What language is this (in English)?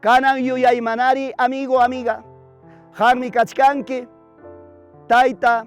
Ayacucho Quechua